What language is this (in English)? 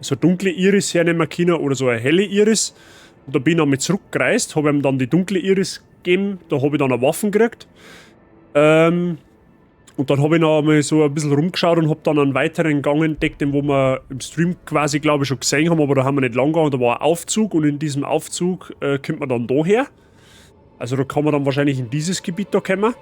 Bavarian